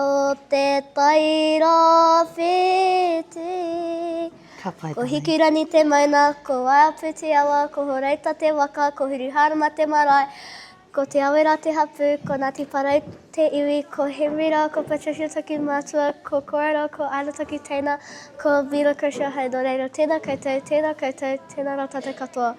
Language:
Māori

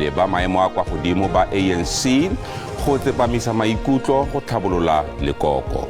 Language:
Tswana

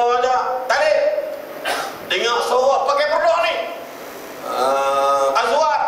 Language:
Malay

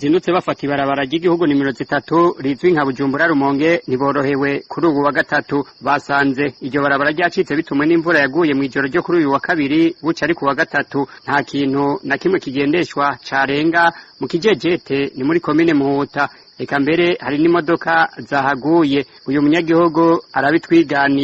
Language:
Rundi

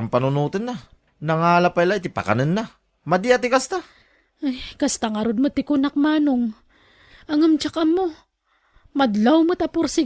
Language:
Iloko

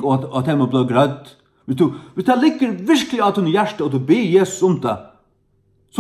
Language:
Faroese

